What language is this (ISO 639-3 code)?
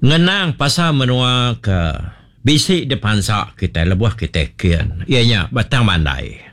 iba